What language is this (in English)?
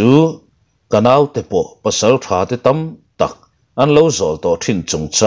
Mizo